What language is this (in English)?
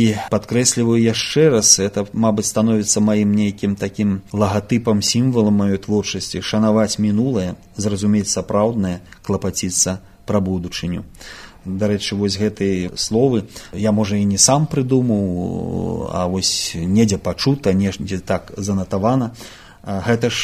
Belarusian